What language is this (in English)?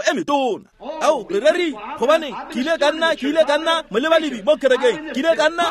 Tswana